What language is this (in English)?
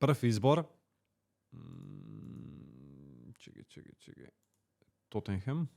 Macedonian